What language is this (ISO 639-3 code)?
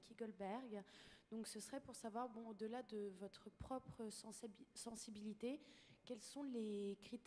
fra